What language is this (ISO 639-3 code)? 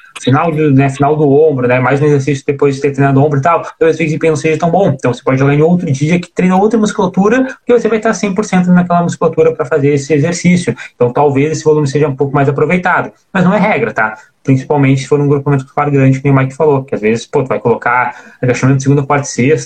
por